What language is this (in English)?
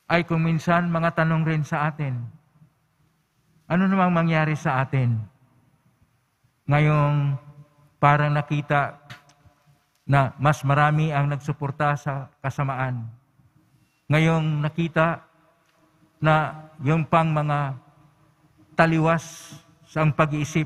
Filipino